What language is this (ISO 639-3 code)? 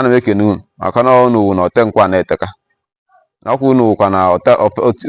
ibo